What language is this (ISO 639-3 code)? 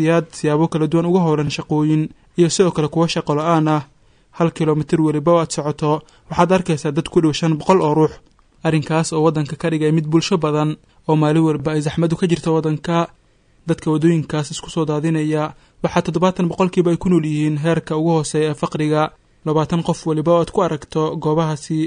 som